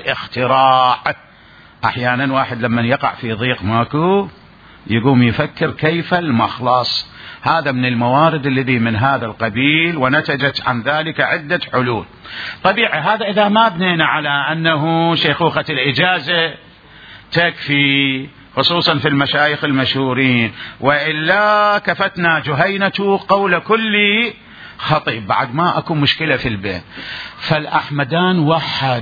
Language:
Mesopotamian Arabic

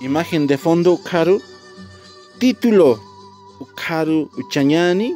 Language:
Aymara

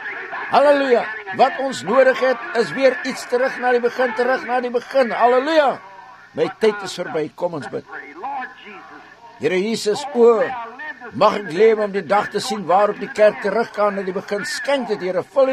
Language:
Afrikaans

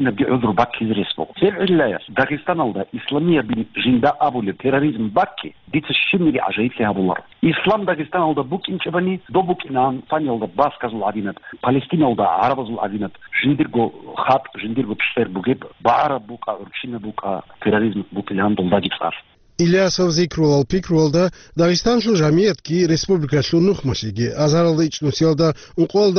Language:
Avaric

